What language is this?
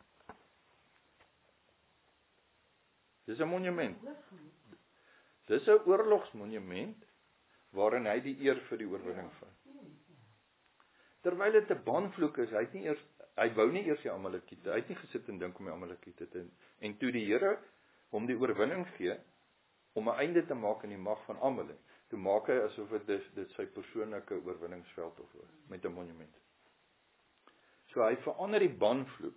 Afrikaans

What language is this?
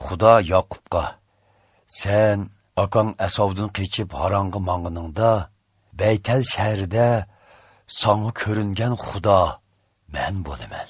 Uyghur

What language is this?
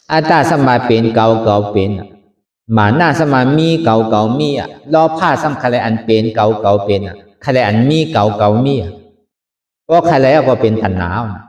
Shan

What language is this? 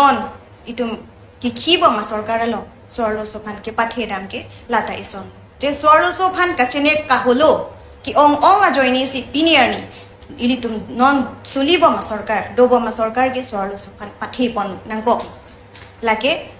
Karbi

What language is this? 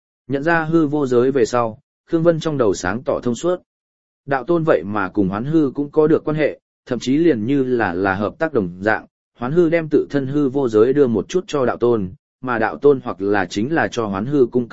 Vietnamese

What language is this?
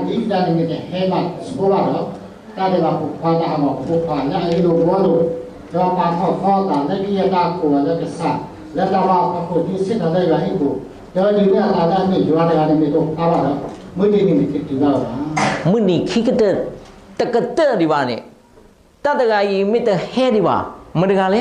S'gaw Karen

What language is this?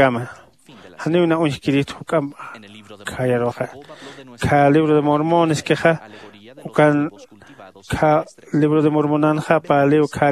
Aymara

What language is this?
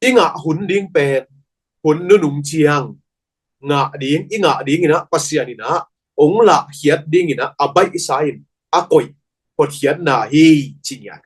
Tedim Chin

